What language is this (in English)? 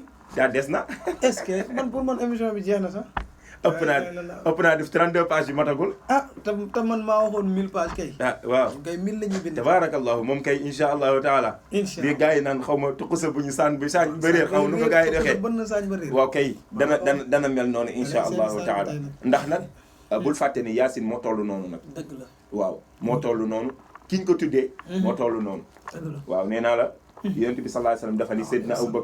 Wolof